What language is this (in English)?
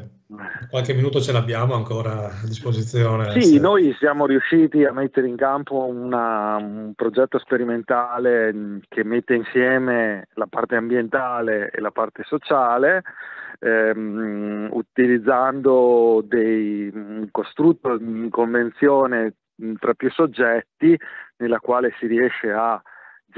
Italian